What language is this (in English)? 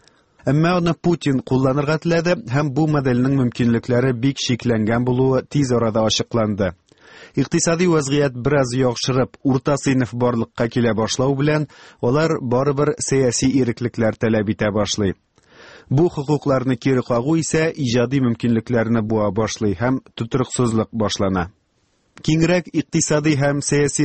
Tatar